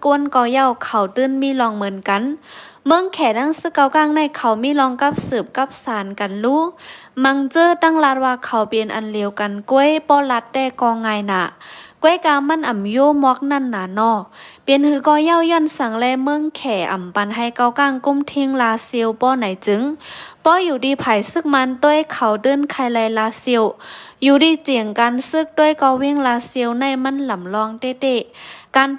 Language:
Shan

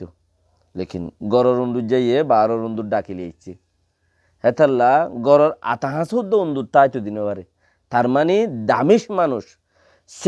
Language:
Rohingya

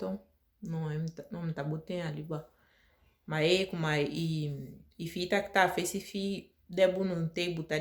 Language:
Saramaccan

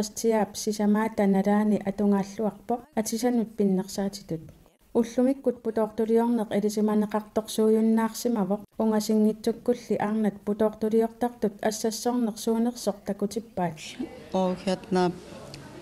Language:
Kalaallisut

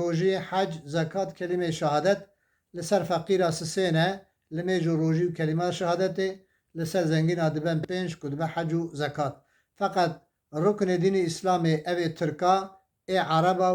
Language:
Kurdish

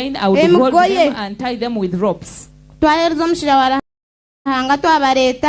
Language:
Nyankole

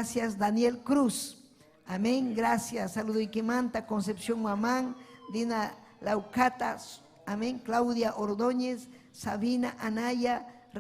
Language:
Ayacucho Quechua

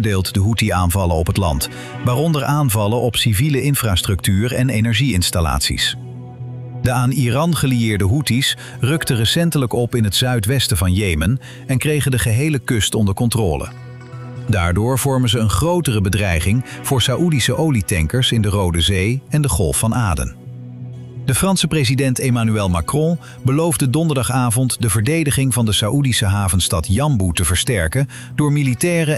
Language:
Dutch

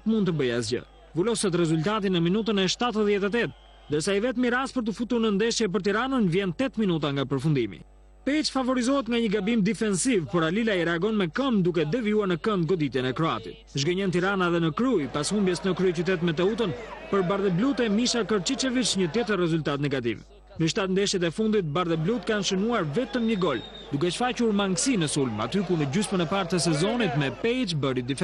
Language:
Albanian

